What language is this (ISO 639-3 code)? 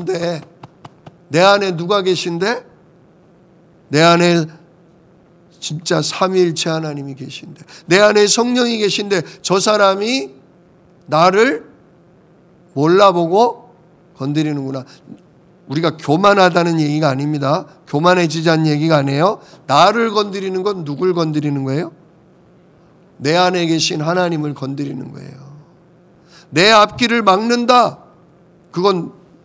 kor